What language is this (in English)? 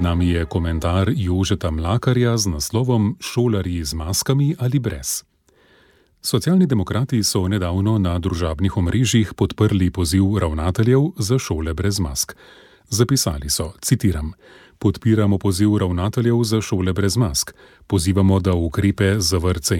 Slovenian